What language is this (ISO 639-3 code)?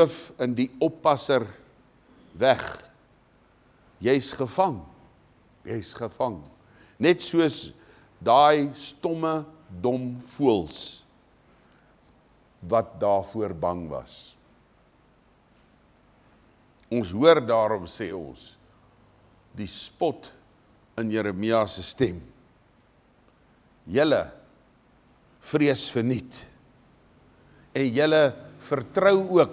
afr